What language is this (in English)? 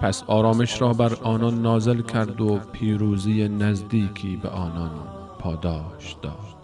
Persian